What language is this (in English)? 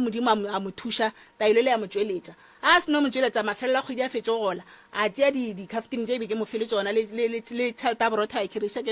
Northern Sotho